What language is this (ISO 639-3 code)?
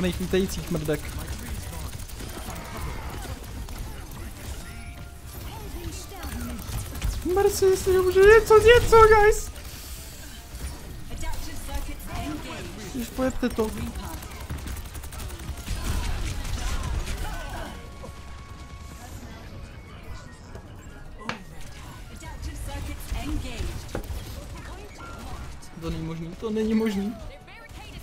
ces